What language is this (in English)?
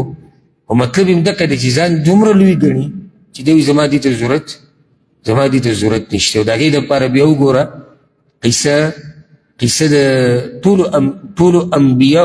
Pashto